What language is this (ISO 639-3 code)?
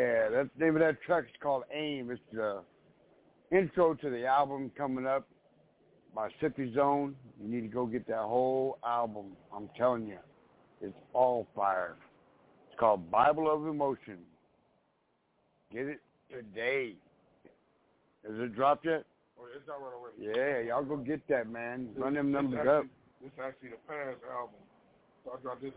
eng